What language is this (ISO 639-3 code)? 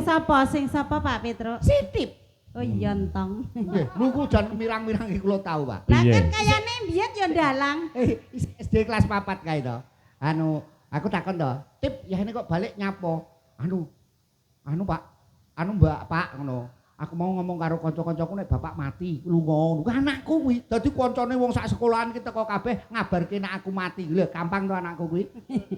jav